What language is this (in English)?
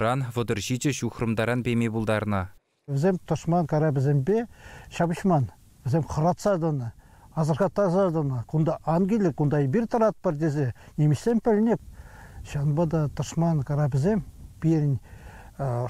Chuvash